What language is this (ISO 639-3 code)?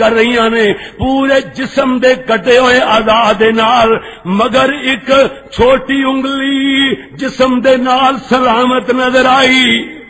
lah